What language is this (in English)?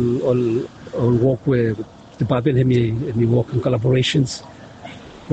Bislama